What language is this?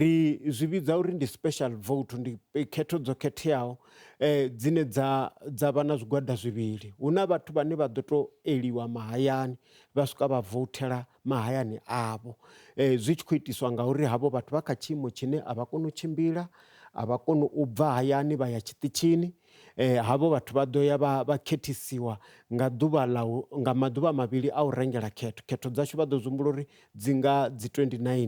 Venda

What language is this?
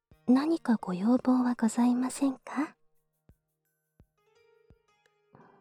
Japanese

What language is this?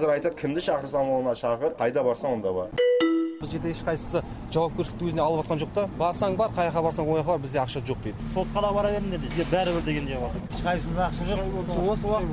Kazakh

